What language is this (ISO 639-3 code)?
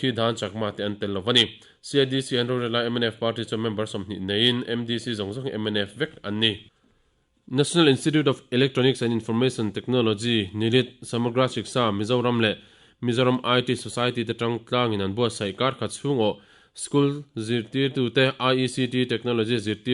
lus